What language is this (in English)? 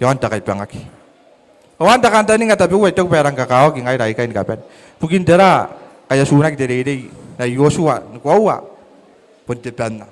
Gilbertese